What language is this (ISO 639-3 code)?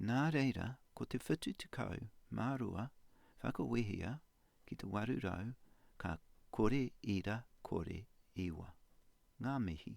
mri